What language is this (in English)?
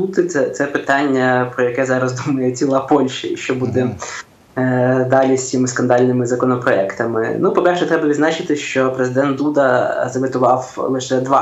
Ukrainian